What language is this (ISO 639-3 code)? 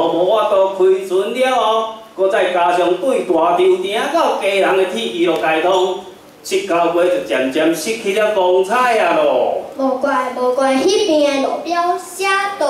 nan